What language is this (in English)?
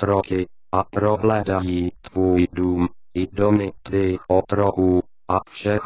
Czech